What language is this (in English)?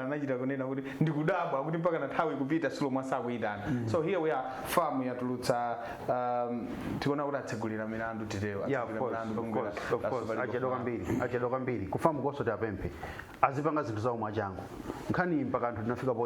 Nyanja